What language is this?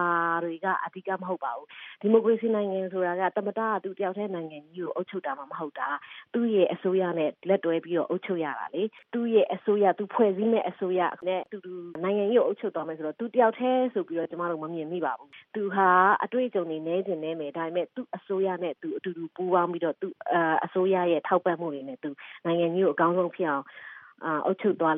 Burmese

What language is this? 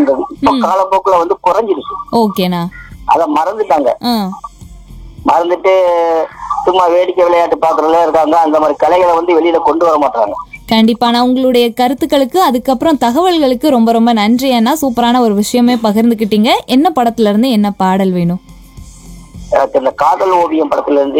Tamil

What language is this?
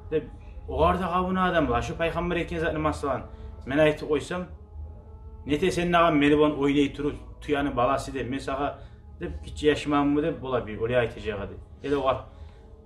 Kumyk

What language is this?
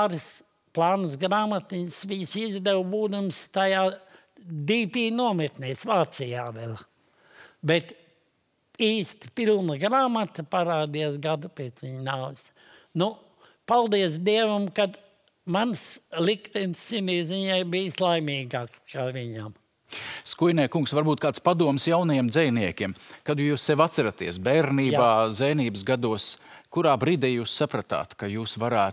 Latvian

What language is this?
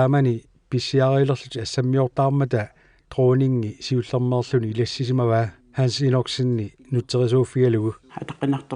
Kalaallisut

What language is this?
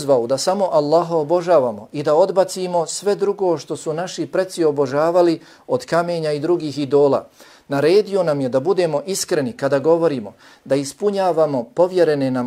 Bosnian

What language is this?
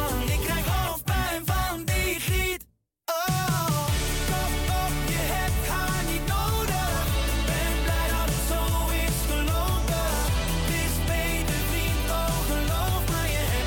Dutch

